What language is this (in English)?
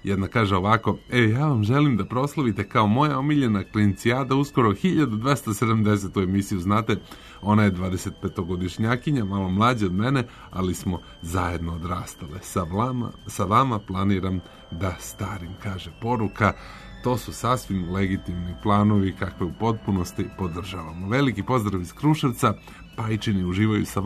Serbian